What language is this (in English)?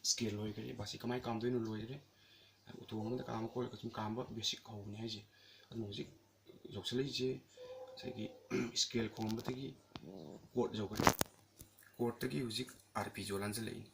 Manipuri